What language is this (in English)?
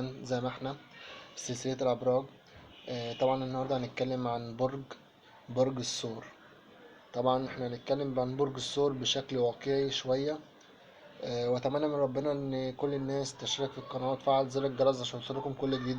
Egyptian Arabic